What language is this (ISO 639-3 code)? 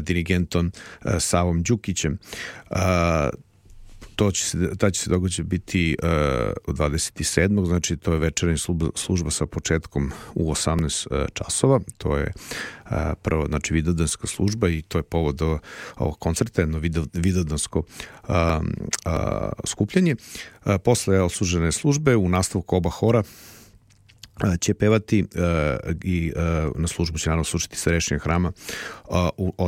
srp